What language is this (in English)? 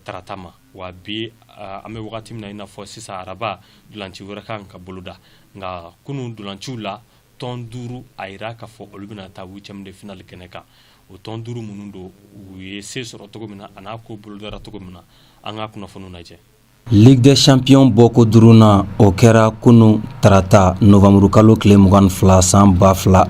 Bambara